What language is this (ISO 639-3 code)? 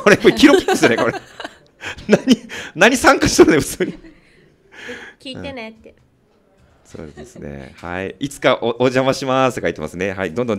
jpn